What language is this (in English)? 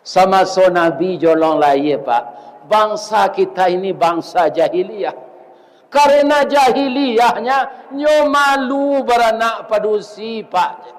Minangkabau